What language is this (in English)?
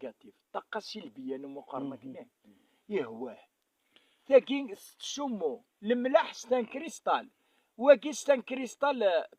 Kabyle